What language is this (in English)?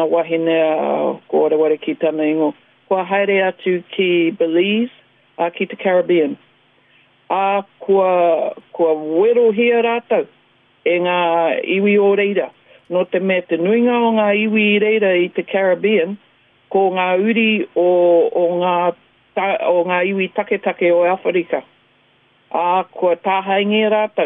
Māori